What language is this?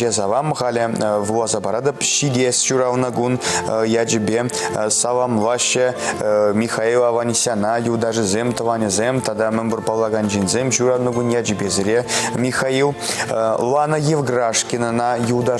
Chuvash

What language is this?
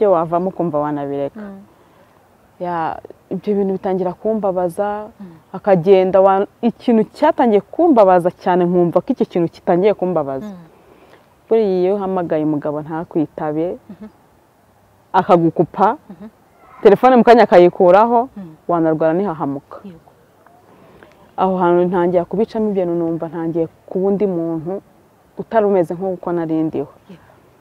Kinyarwanda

